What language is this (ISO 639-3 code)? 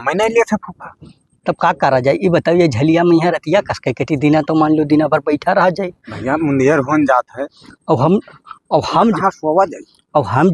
awa